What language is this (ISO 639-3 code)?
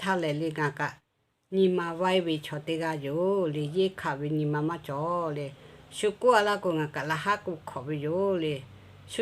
lhu